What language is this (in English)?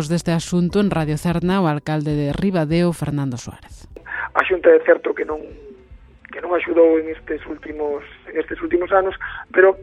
Galician